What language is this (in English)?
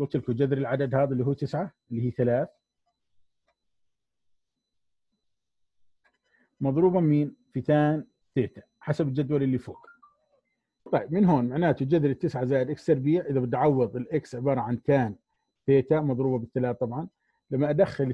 South Levantine Arabic